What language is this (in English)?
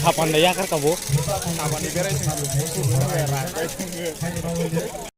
Kok Borok